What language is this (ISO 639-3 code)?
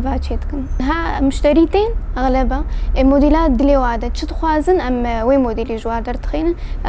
kur